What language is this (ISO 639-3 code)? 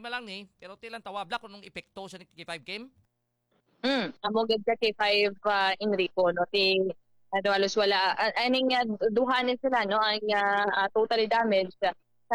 hil